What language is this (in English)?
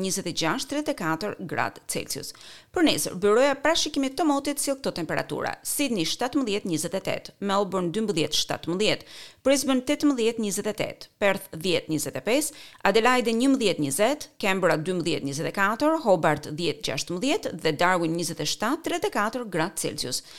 Albanian